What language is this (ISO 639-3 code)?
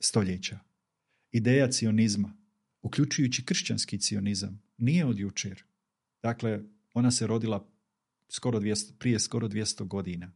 bos